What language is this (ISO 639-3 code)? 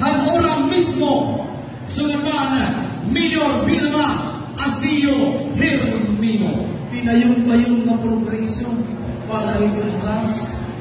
war